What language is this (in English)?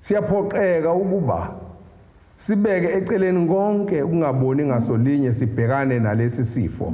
Zulu